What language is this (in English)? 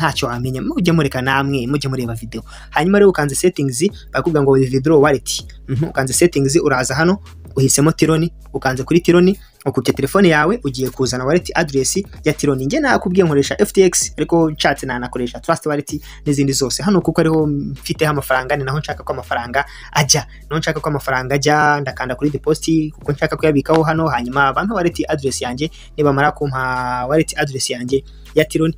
Kinyarwanda